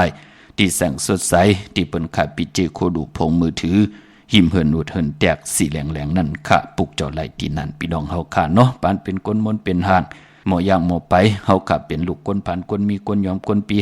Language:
Shan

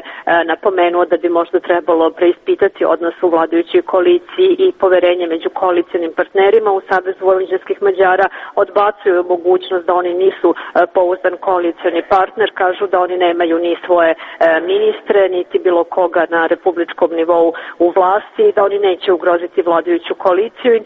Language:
Serbian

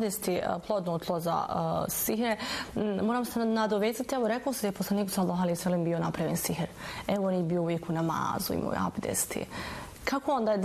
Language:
Bosnian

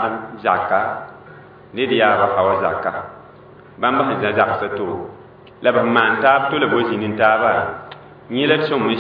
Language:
Mossi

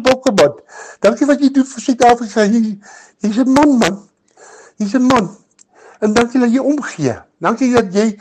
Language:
Afrikaans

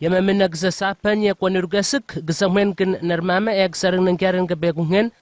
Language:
Southwest Tanna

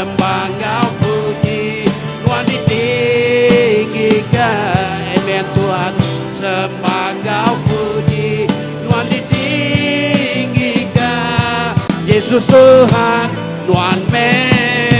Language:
Iban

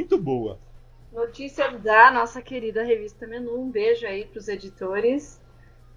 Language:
Portuguese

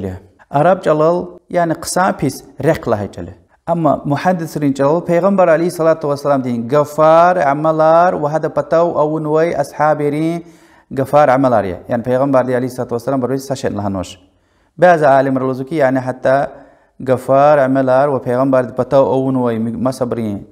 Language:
Lezghian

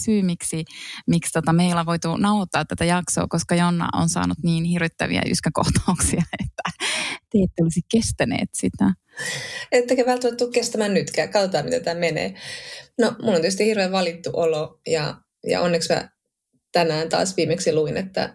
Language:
Finnish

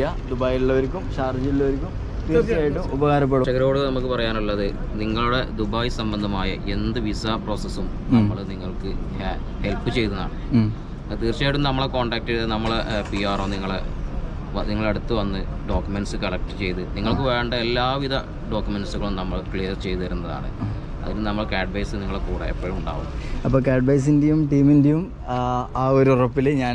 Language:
Malayalam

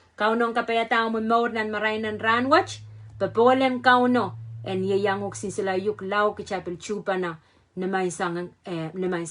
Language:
Pohnpeian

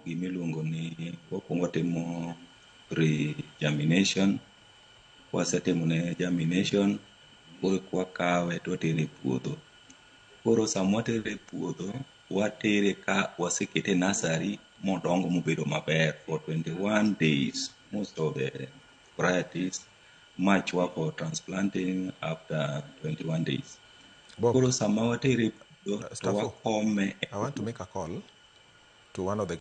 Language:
Luo (Kenya and Tanzania)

